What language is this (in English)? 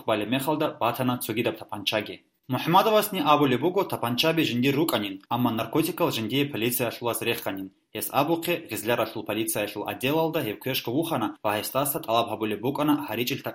Avaric